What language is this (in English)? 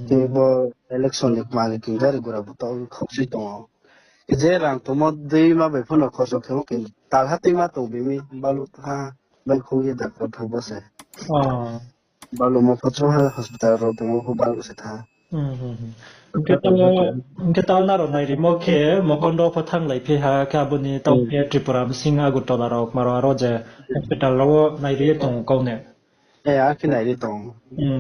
Riang (India)